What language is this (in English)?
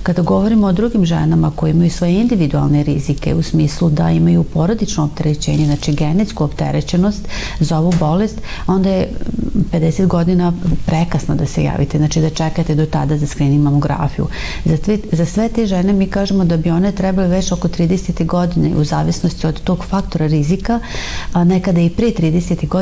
Serbian